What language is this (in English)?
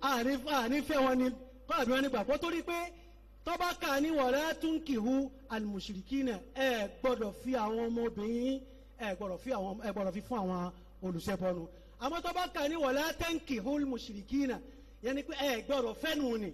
Yoruba